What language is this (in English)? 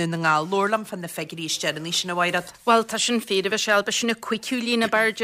Irish